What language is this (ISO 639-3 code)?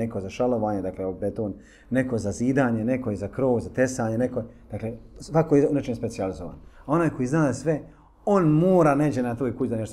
bos